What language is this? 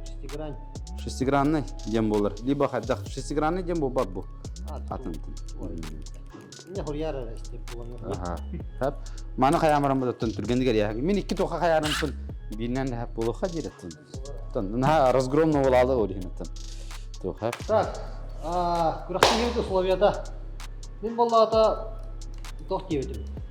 Yakut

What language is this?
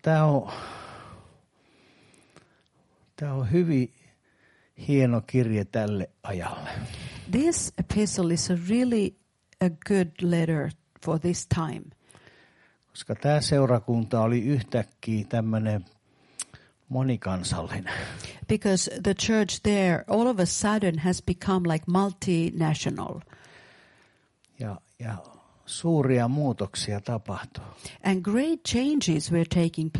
Finnish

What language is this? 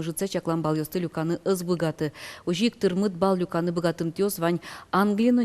Udmurt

